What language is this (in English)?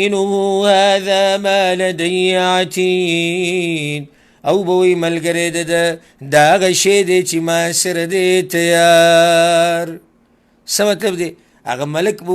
Pashto